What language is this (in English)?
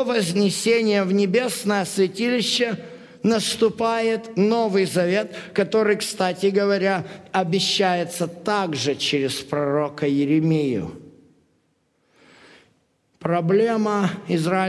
Russian